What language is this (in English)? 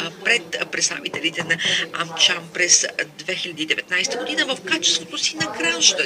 Bulgarian